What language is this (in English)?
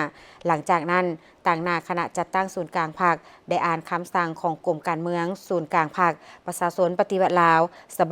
Lao